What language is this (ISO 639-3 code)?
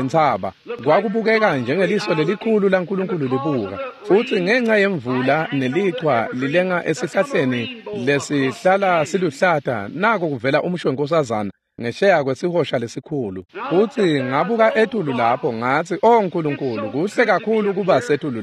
ssw